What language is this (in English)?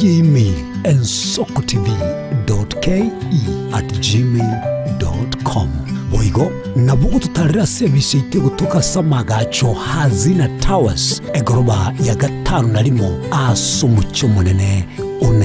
Gusii